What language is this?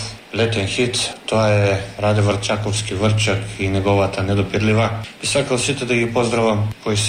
Macedonian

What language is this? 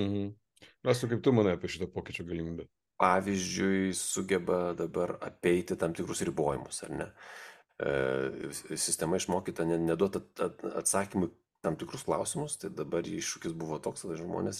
Lithuanian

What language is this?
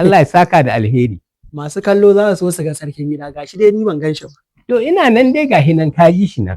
Hausa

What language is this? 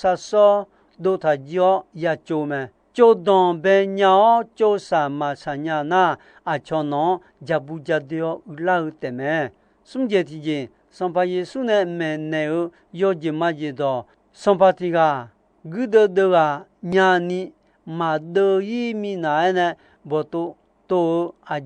Akha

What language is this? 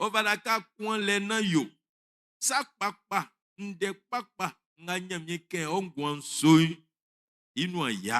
Baoulé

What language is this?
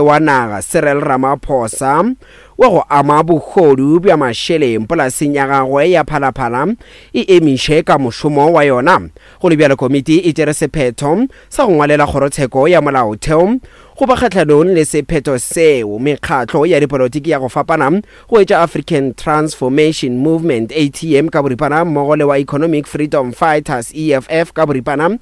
Northern Sotho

